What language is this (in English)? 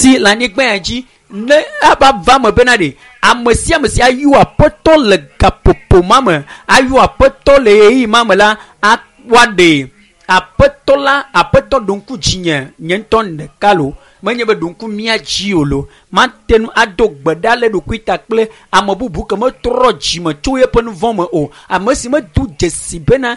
Ewe